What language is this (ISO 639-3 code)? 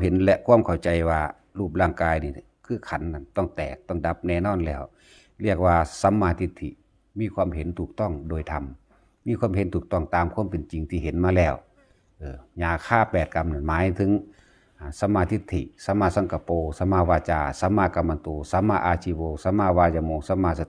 tts